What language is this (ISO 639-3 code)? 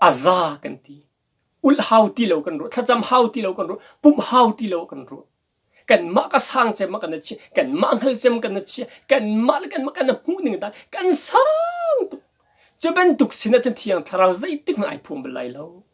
cnh